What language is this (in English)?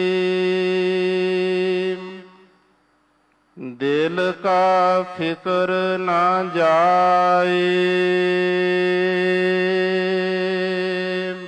Punjabi